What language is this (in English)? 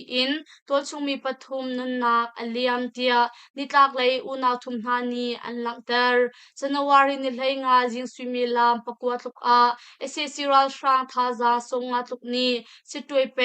Hakha Chin